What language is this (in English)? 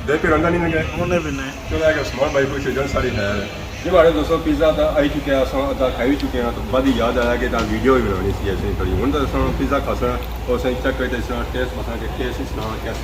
Pahari-Potwari